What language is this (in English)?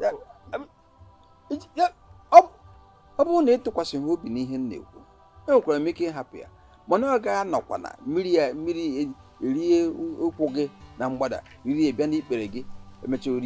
Igbo